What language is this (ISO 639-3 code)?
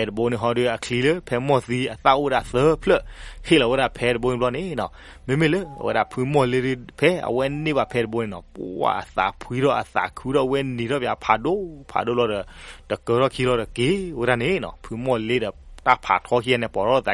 ksw